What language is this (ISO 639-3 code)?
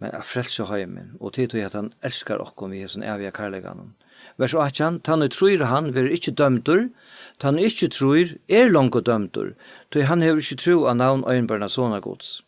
fao